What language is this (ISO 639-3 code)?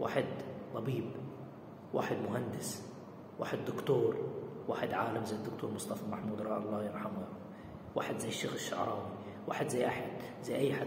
arz